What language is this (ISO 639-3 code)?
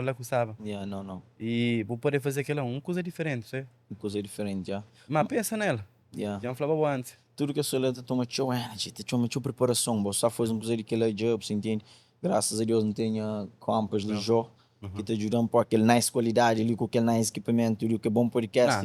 kea